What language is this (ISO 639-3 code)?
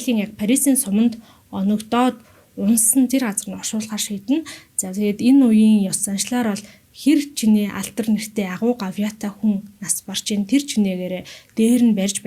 mon